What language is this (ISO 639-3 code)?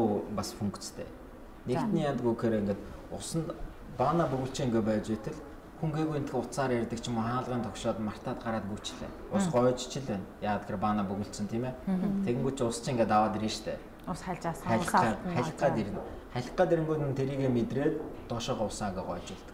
mon